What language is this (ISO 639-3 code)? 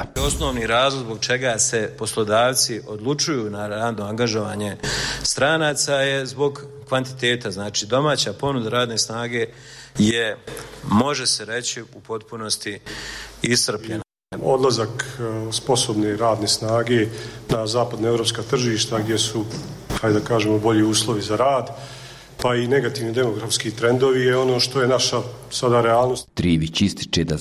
bos